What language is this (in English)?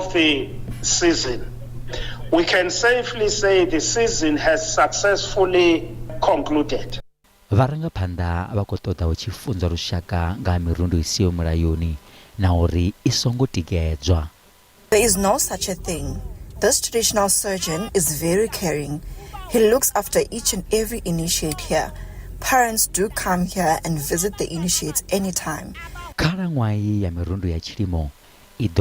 Venda